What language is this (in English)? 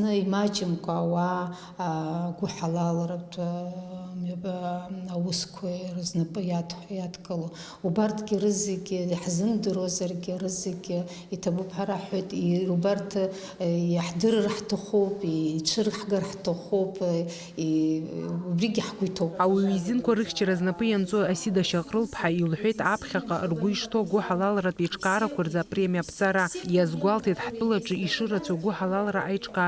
Abkhazian